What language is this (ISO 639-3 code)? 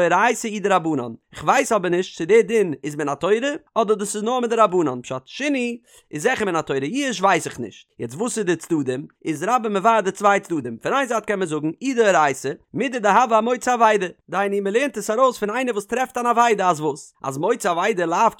yid